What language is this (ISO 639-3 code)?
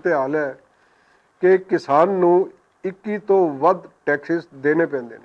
lah